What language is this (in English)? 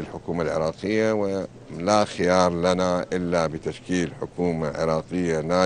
Mesopotamian Arabic